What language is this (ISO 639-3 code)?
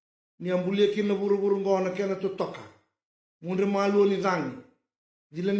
fij